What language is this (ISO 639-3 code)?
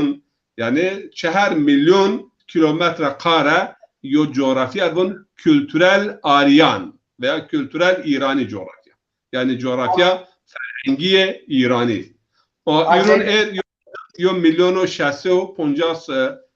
zza